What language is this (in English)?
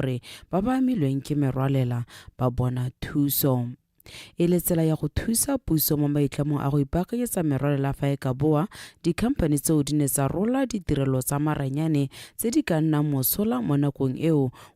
Tswana